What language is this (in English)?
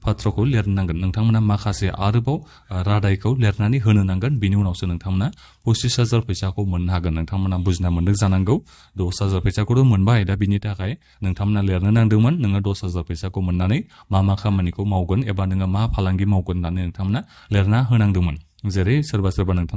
Bodo